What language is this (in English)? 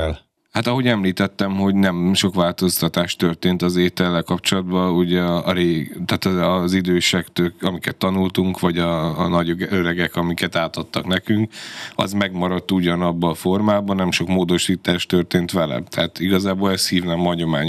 Hungarian